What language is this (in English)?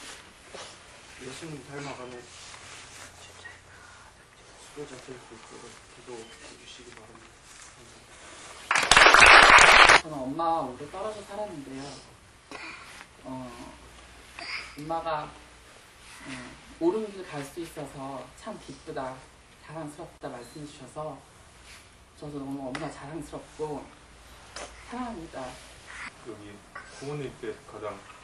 Korean